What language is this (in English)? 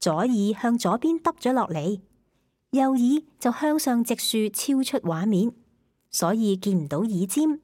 Cantonese